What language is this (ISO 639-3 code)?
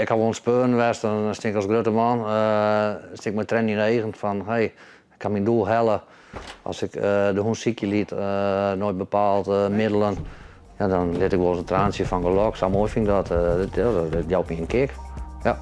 fry